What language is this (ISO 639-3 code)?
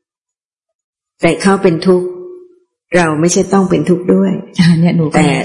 tha